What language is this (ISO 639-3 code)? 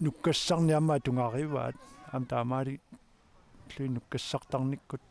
kal